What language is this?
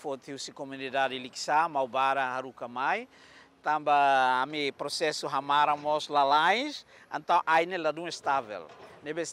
Tetum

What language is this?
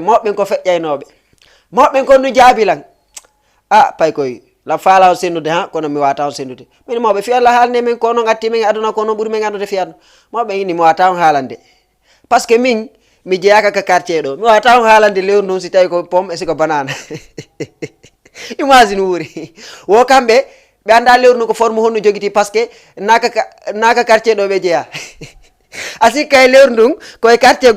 Fula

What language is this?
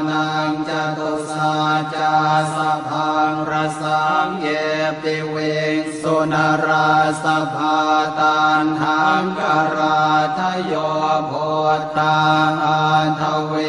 Pali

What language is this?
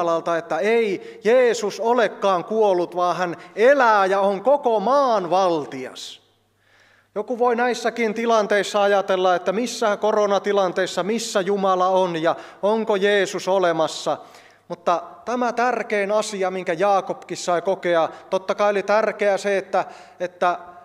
Finnish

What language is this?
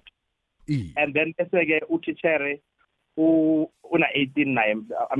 South Ndebele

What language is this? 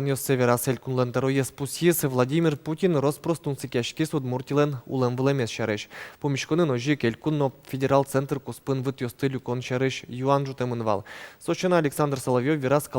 Udmurt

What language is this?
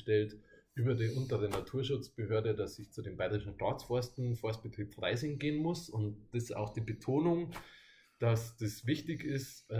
German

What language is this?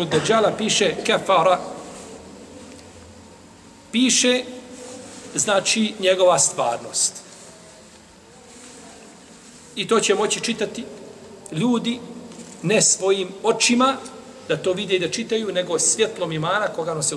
Bosnian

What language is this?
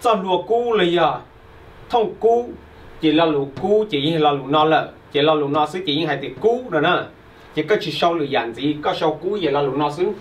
Hmong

